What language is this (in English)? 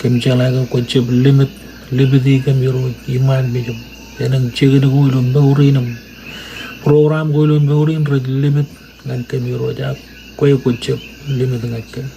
Marshallese